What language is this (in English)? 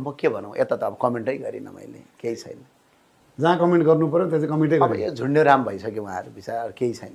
Nepali